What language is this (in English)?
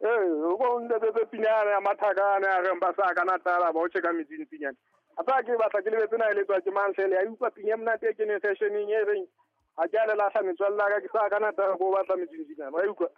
Southern Sotho